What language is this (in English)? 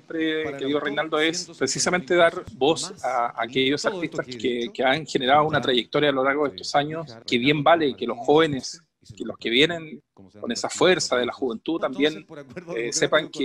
Spanish